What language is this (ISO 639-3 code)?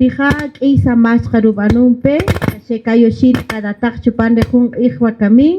cak